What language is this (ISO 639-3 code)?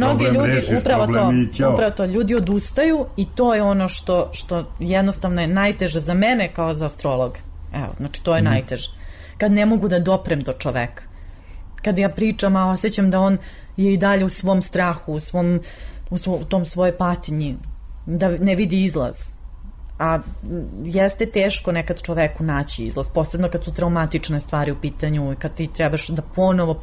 srp